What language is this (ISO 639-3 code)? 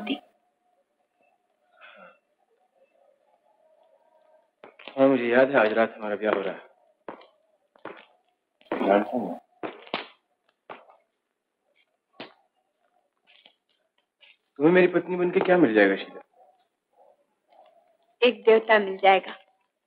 hin